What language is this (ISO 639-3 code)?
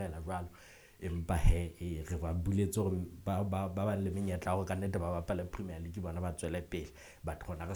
sot